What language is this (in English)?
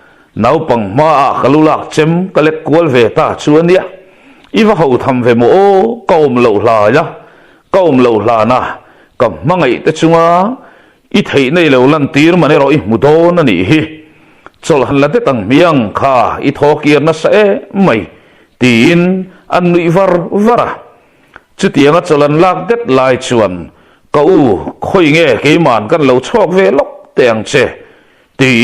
Mizo